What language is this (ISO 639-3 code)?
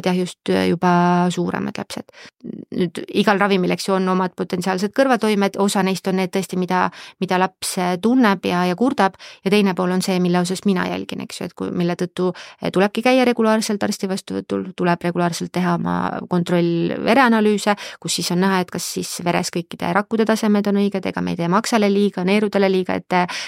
est